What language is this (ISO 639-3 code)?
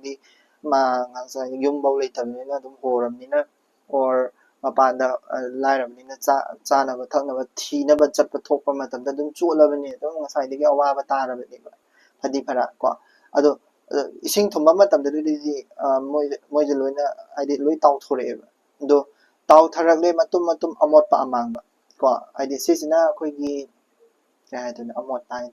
mni